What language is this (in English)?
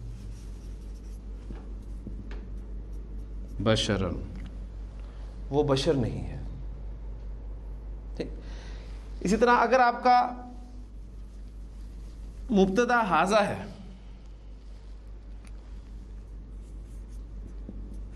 Urdu